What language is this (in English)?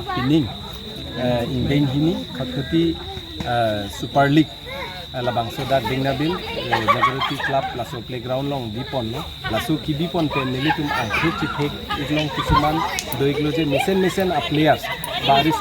Karbi